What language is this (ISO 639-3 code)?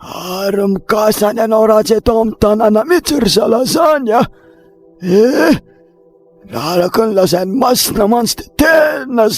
mlg